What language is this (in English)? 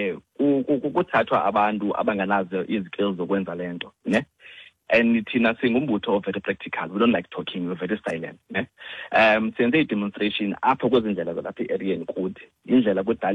Xhosa